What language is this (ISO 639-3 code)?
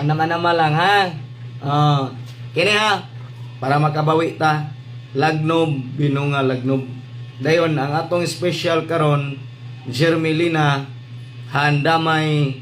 ceb